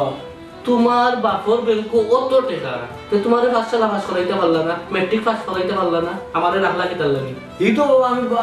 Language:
Sylheti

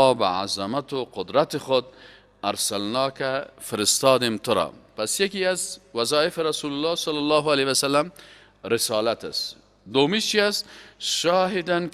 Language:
Persian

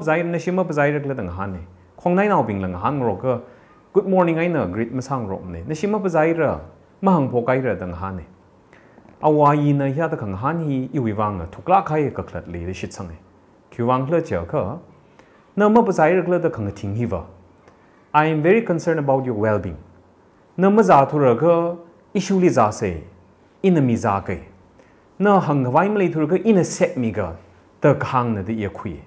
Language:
Tangkhul Naga (India)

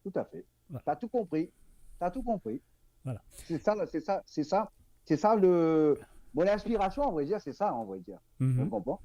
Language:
Morisyen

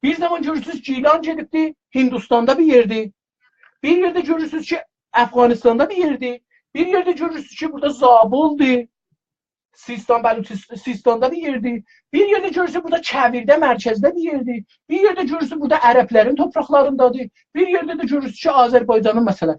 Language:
South Azerbaijani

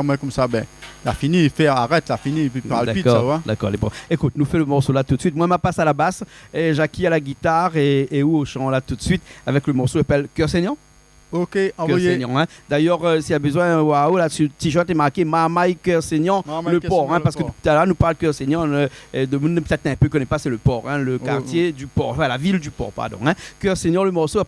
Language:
Réunion Creole French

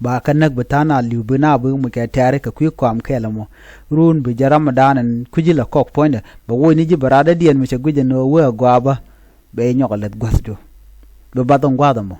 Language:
Nuer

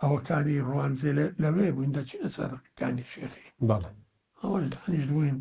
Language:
Central Kurdish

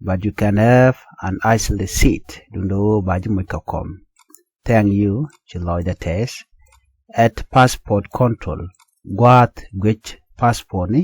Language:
Nuer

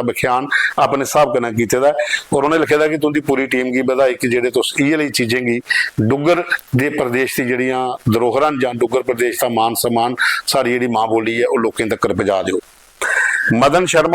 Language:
Dogri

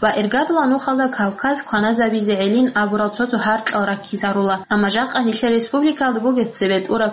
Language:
Avaric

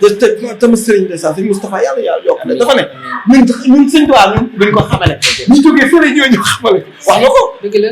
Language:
Wolof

